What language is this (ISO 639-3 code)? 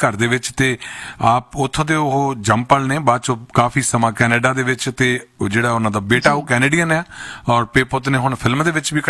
pan